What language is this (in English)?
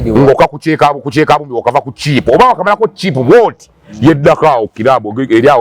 Ganda